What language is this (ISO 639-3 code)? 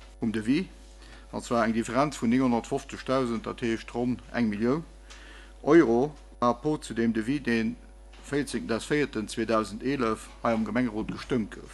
ltz